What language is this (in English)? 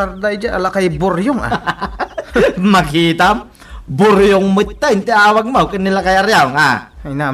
Iloko